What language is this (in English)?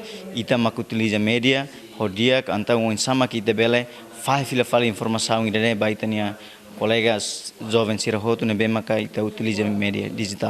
Tetum